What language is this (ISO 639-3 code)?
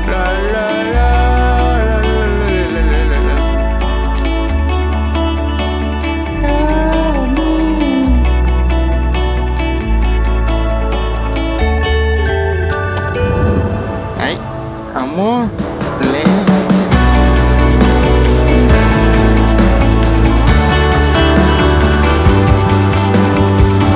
msa